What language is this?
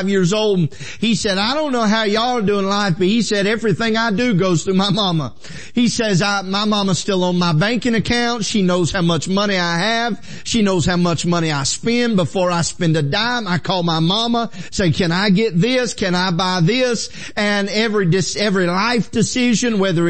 English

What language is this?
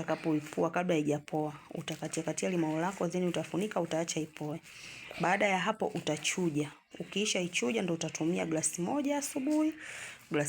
Swahili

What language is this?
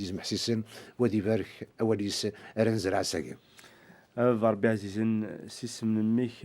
Kabyle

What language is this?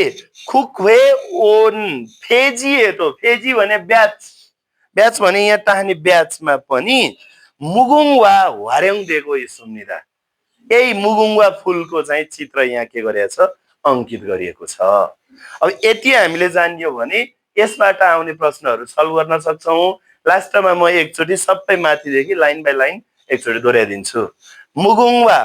Nepali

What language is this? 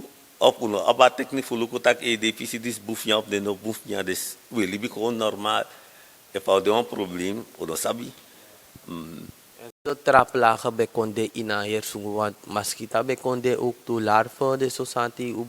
Sranan Tongo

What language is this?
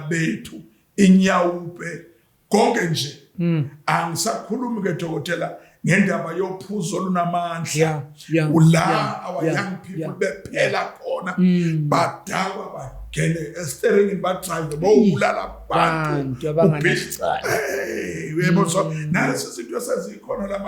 Zulu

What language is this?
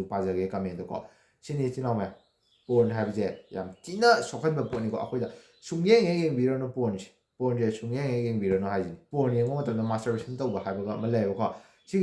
Manipuri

